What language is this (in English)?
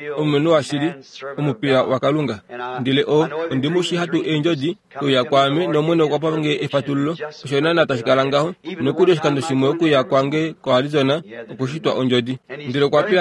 Kuanyama